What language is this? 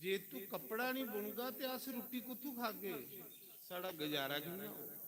Dogri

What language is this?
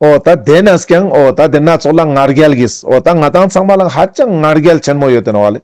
Ladakhi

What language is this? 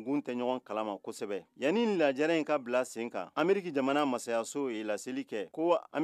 Bambara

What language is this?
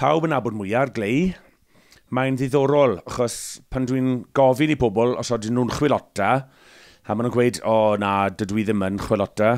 Welsh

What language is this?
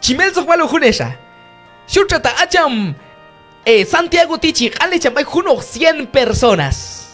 Q'anjob'al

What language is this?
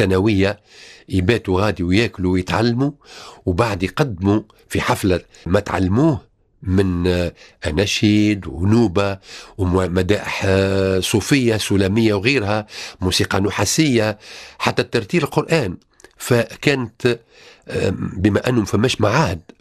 Tunisian Arabic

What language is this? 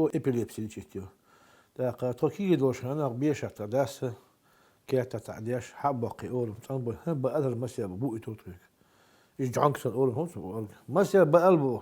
Chechen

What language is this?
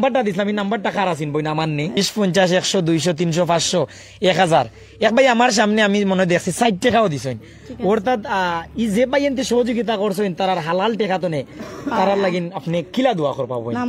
Sylheti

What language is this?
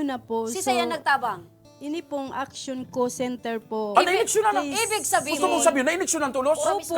Bikol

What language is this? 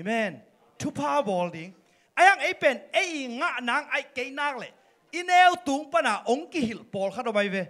Tedim Chin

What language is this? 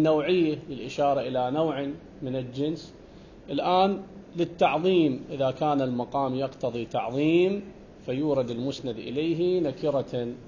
Arabic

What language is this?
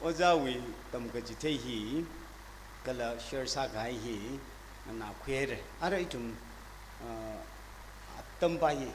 Tangkhul Naga (India)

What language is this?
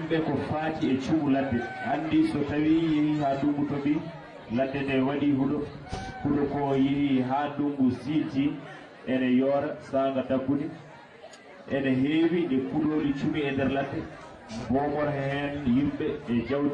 Fula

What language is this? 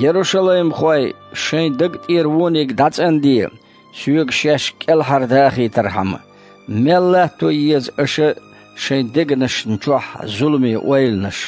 Chechen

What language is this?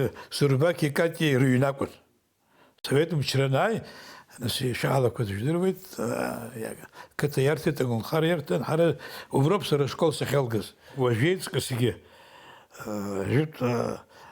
Abkhazian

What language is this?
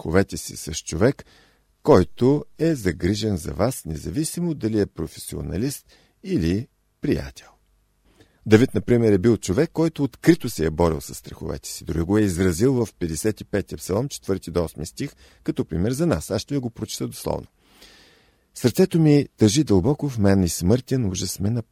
Bulgarian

